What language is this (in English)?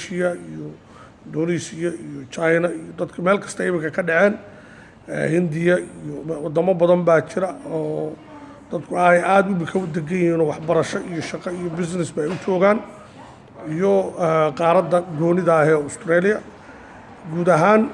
Somali